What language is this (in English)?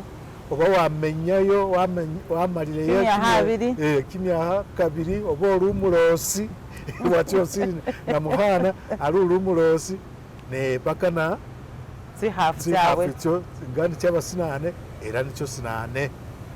Masaaba